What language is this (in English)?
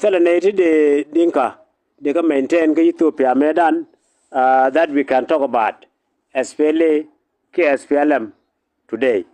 Nuer